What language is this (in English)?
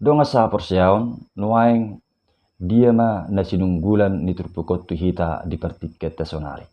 Batak Toba